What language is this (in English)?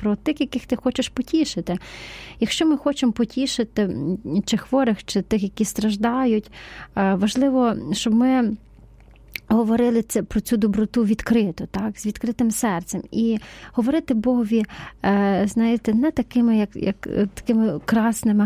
Ukrainian